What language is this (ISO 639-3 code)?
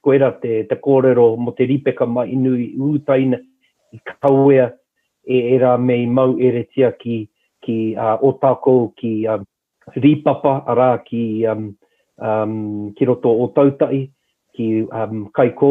mri